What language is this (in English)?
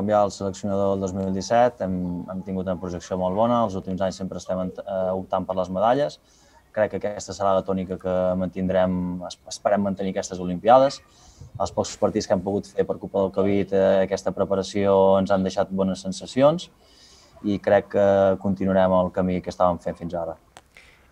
Catalan